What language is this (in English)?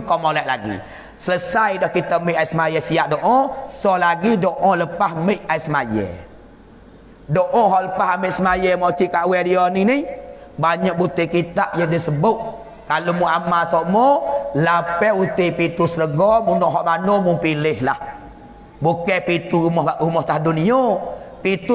Pattani Malay